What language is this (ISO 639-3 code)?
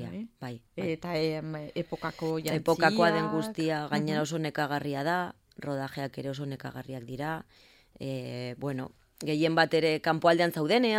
eus